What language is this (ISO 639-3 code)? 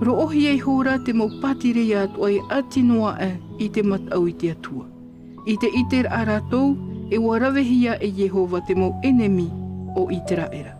tah